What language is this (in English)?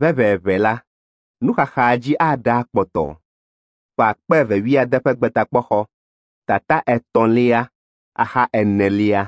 Ewe